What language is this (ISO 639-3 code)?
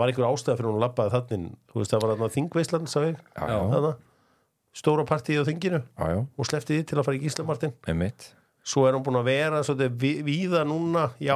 isl